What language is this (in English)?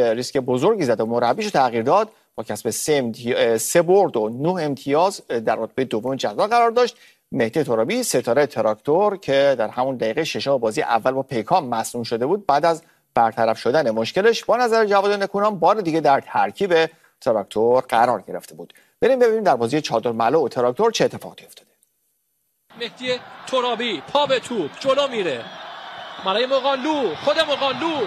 Persian